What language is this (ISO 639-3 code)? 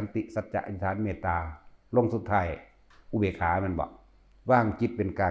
lao